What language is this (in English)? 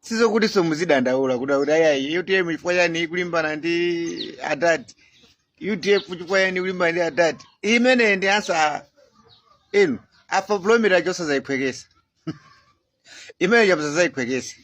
Nyanja